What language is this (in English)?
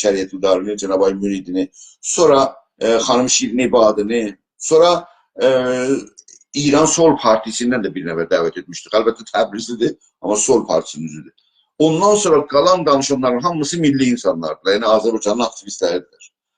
South Azerbaijani